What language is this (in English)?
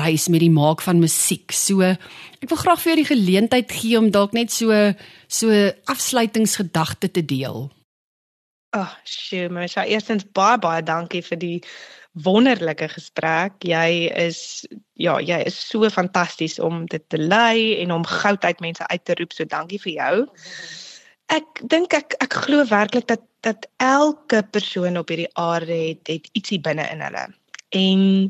Afrikaans